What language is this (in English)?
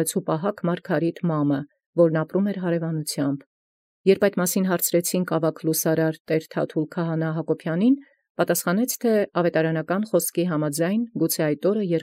Armenian